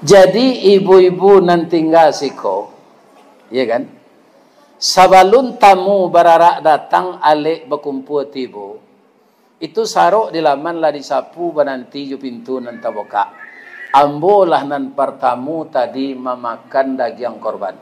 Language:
Minangkabau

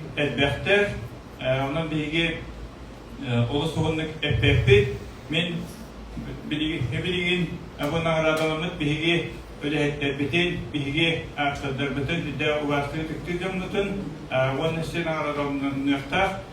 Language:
Yakut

